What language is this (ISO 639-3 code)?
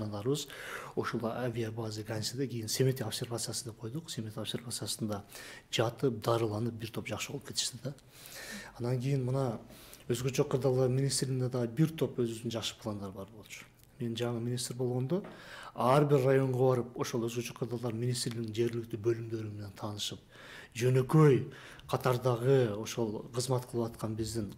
kir